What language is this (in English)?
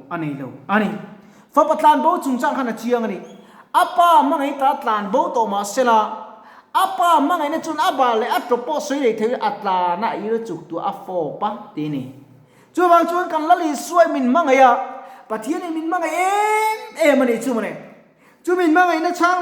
Mizo